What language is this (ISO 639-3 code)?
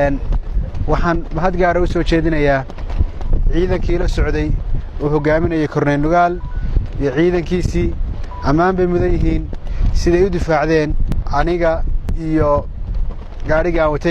som